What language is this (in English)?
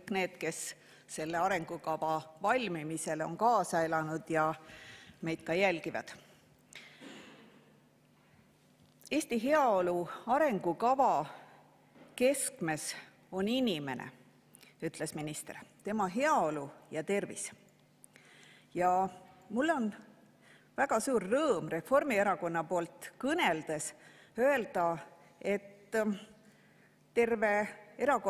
Estonian